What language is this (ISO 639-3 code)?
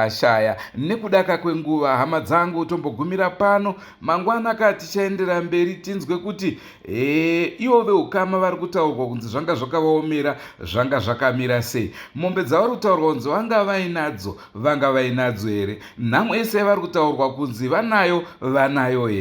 sna